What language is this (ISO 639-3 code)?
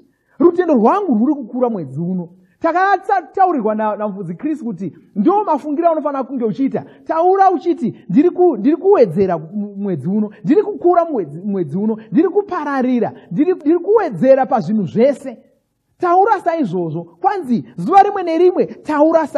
sna